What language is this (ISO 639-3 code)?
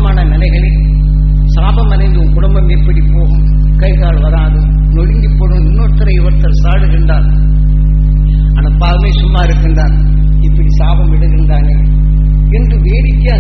tam